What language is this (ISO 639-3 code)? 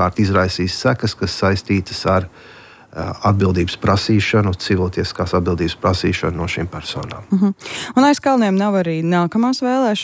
lav